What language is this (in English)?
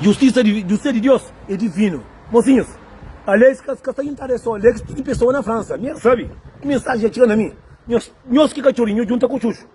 Kabuverdianu